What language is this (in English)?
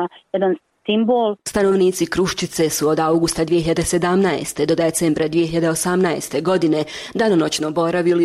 Bosnian